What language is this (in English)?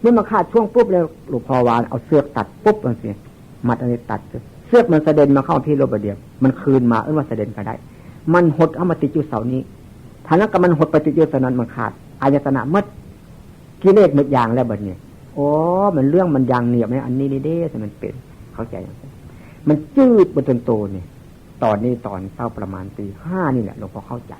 Northeastern Thai